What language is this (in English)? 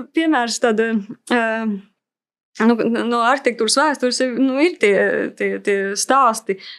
Latvian